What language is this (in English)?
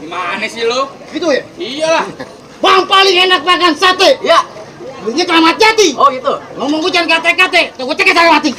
Betawi